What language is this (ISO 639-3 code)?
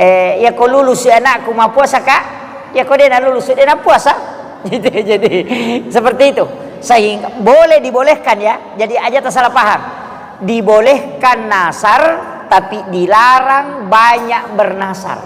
bug